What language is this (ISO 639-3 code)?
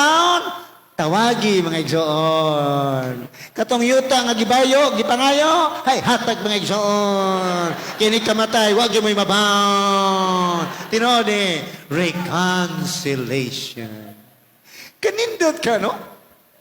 ceb